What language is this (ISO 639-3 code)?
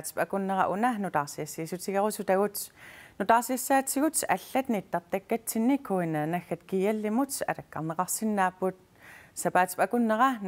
kal